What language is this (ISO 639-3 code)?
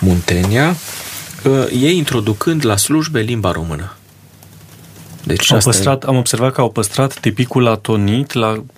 ron